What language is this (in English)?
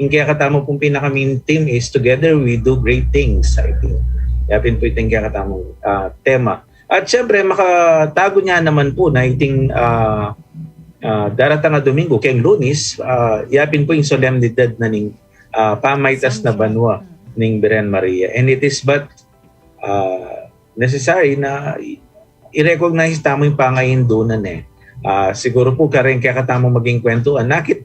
Pampanga